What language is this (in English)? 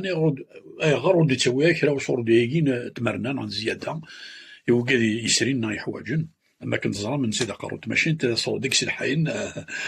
Kabyle